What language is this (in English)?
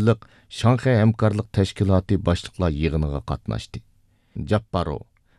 Uyghur